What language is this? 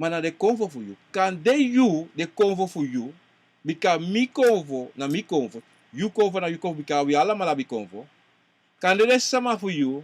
Sranan Tongo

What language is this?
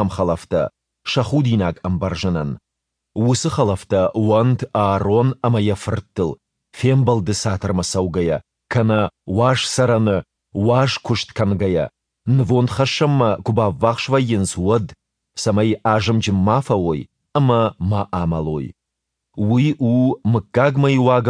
Ossetic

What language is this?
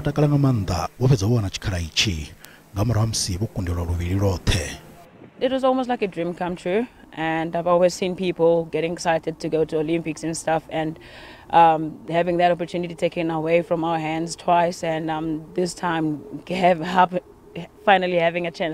Venda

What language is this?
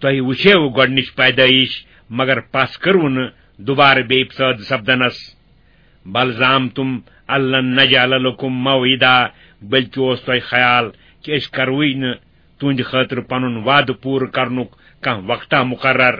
Kashmiri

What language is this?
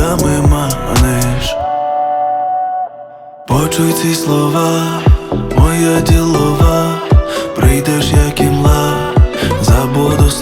Ukrainian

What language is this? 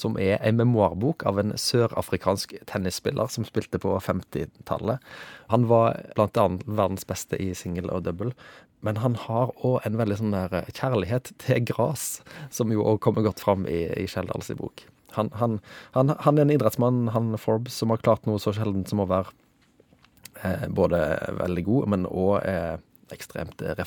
Norwegian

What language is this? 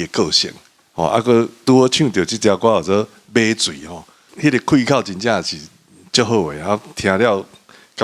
Min Nan Chinese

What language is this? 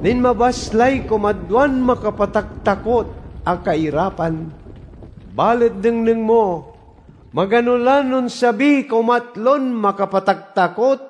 Pangasinan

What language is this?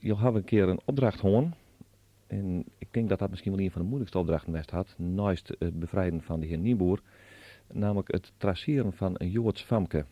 Western Frisian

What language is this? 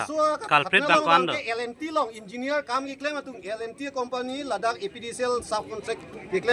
Karbi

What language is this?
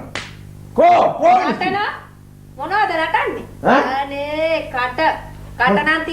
Sinhala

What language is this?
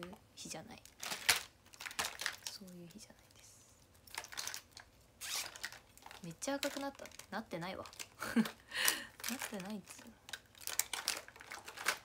Japanese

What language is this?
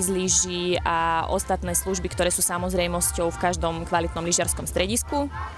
Slovak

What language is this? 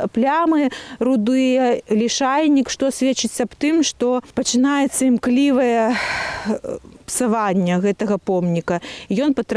Belarusian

